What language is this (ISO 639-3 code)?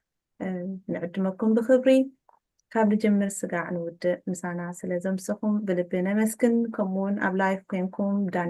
tir